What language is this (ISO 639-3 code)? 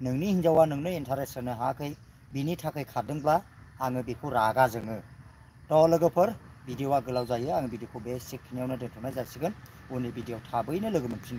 brx